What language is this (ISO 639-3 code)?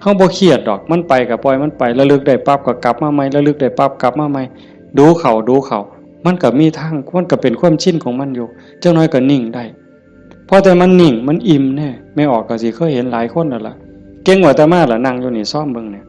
tts